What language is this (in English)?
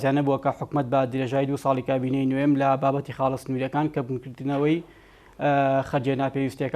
Central Kurdish